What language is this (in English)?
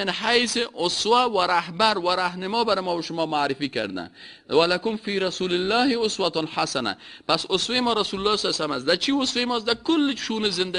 Persian